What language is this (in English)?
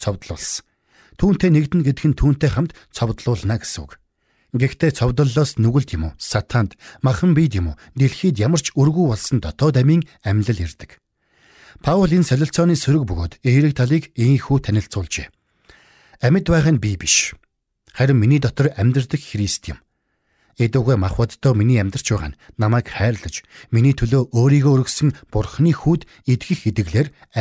Mongolian